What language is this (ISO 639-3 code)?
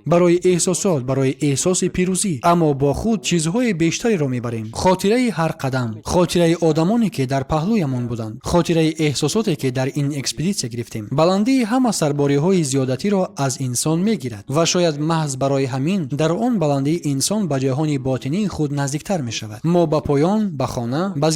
tgk